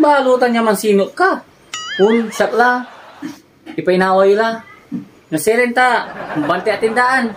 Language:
Pangasinan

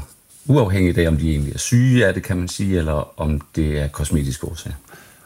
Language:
Danish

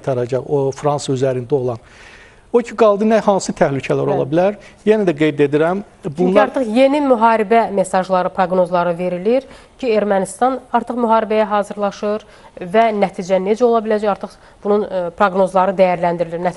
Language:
Azerbaijani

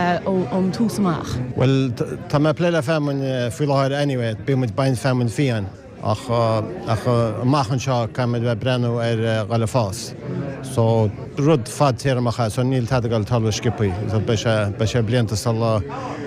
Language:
Irish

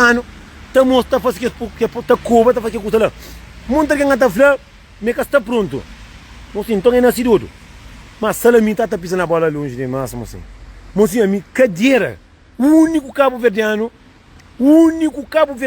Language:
Kabuverdianu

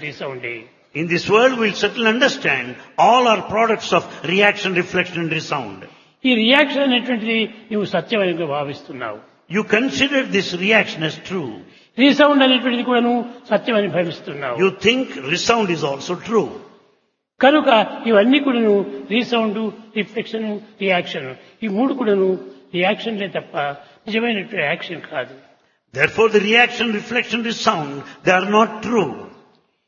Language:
Telugu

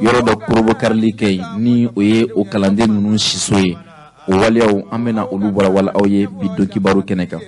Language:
Bambara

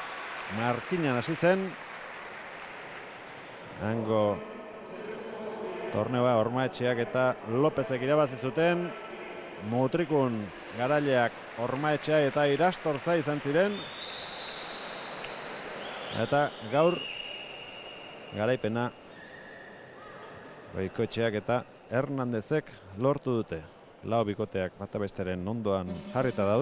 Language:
Basque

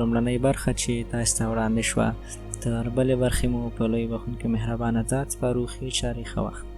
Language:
Pashto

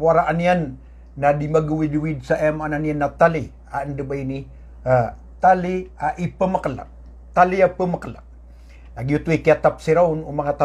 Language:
Maranao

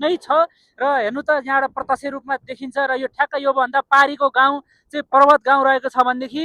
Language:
Nepali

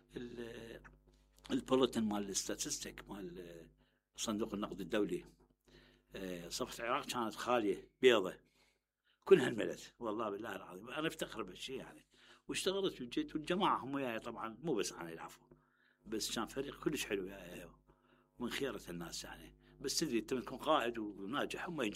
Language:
Mesopotamian Arabic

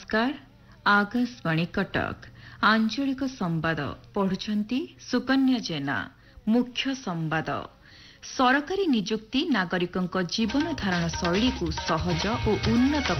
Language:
Odia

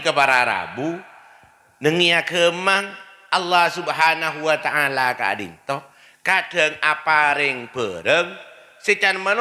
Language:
Madurese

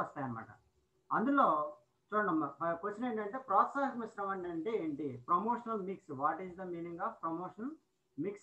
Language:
Telugu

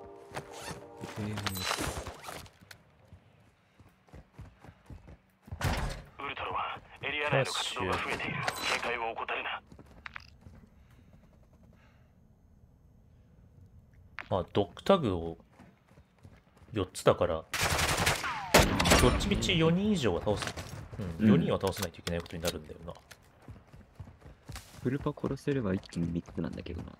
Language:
Japanese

